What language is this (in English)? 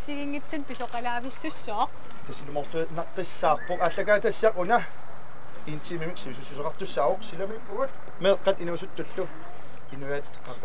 Kalaallisut